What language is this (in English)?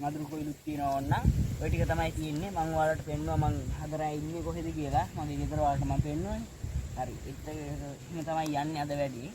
Sinhala